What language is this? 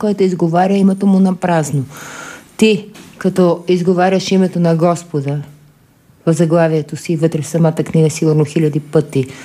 Bulgarian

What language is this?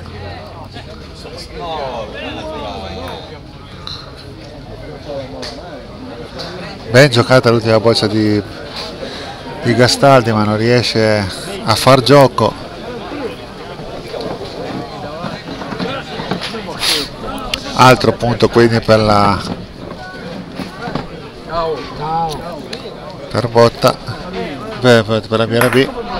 Italian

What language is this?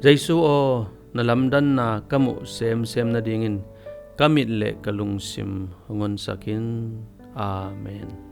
Tedim Chin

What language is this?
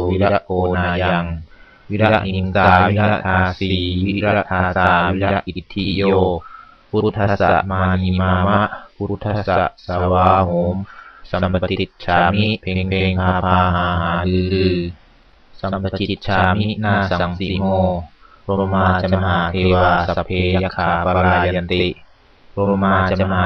Pali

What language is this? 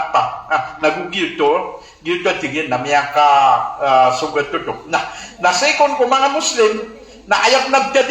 Maranao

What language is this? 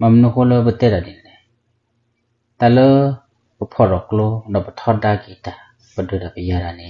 S'gaw Karen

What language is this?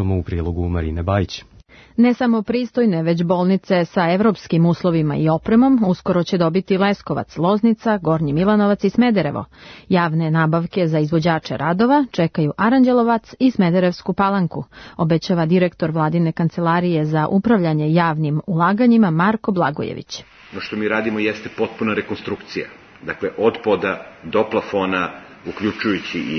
Serbian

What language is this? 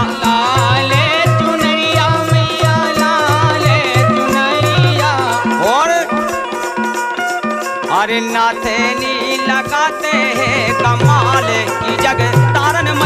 Bhojpuri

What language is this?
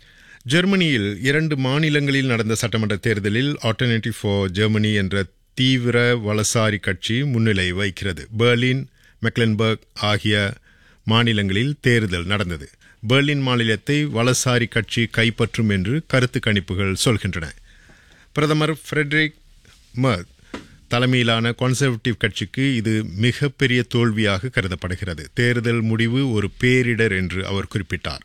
Tamil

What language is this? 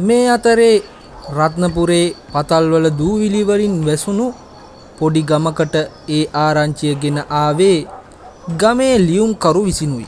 Sinhala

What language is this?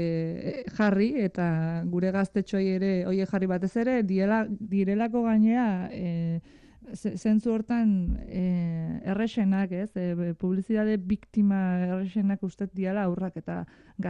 Basque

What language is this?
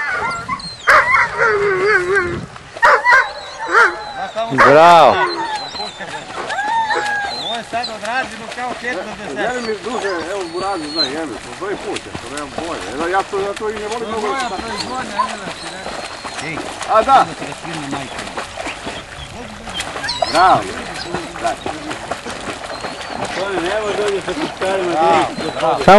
Serbian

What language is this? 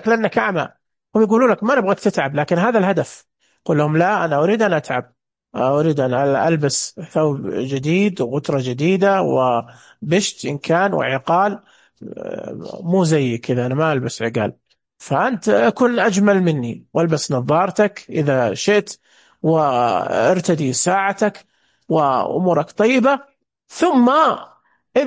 Najdi Arabic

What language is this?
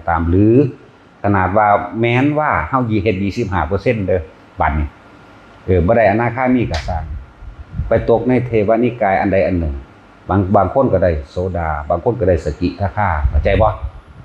Northeastern Thai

